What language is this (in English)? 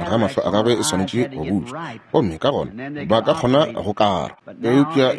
Northern Sotho